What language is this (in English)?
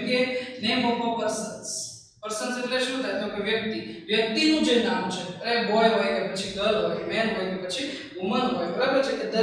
Gujarati